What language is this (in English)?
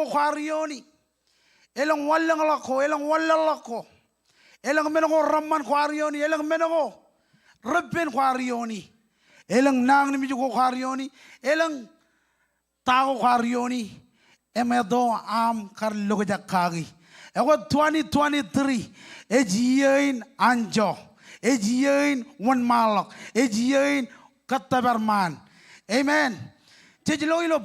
Marshallese